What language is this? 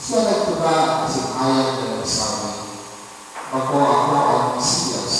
Bikol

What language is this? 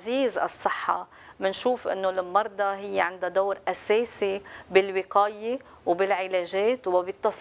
North Levantine Arabic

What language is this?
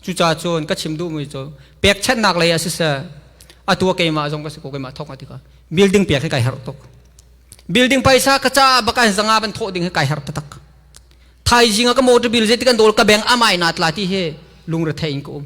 Hakha Chin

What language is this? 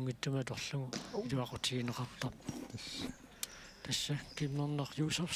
Kalaallisut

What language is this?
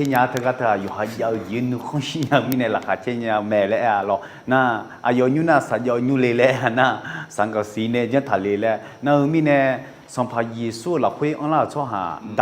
Akha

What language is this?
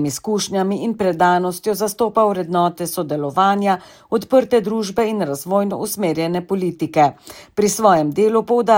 Slovenian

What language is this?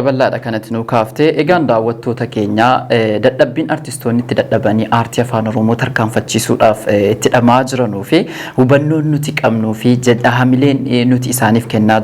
Oromo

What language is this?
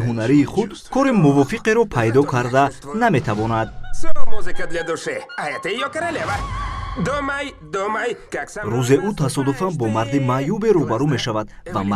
Tajik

